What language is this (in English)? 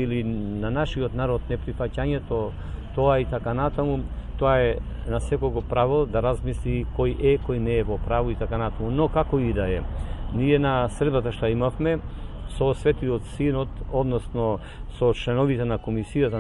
Macedonian